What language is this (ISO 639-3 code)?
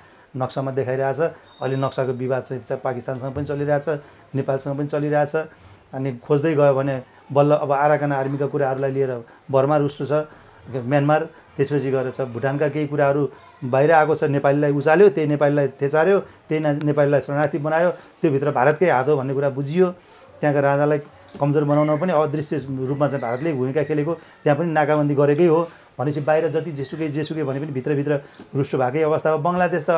nep